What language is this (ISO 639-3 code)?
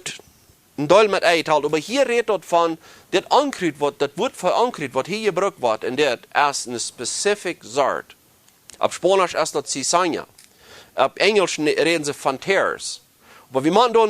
pdt